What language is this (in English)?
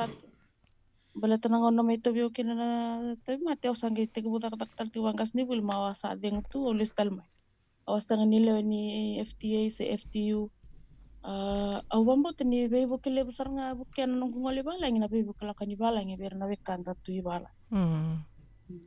Fijian